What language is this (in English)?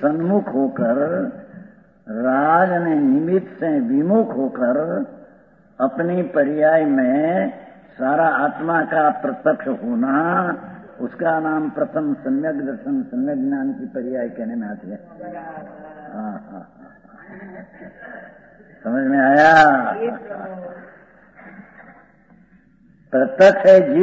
Hindi